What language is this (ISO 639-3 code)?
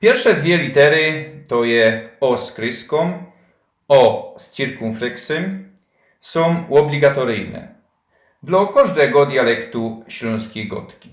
szl